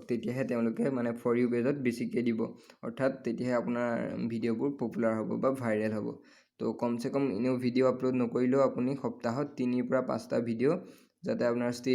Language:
Assamese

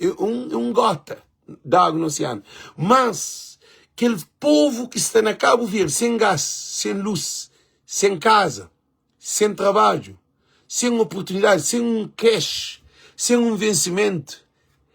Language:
Kabuverdianu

